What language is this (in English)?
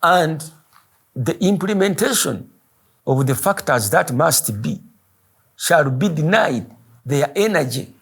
Ganda